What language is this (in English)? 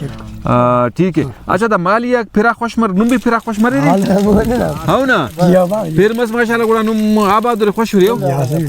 Brahui